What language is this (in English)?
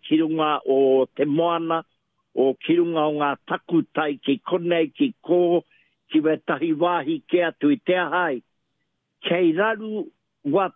Māori